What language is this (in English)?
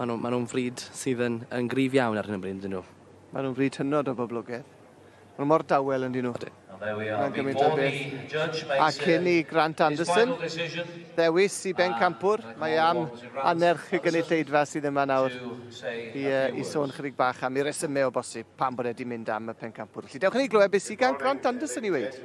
Welsh